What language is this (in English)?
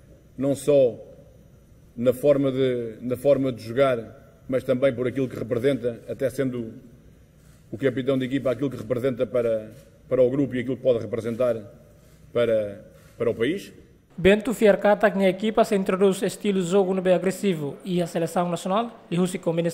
Tetum